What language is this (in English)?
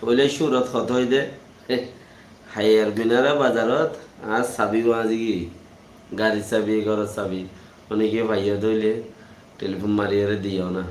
Rohingya